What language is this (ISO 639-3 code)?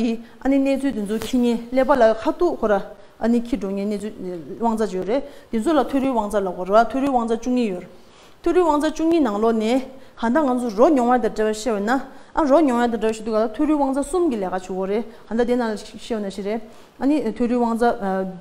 bod